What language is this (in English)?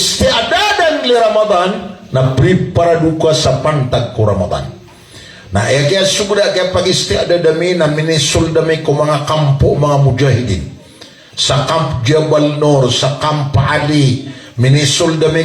Maranao